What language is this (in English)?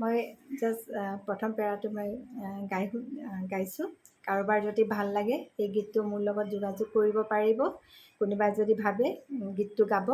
Assamese